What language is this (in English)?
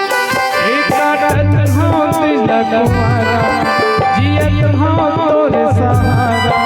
Chhattisgarhi